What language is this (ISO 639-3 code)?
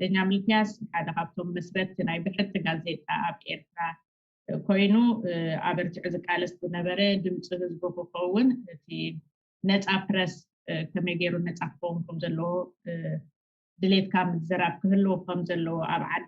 tir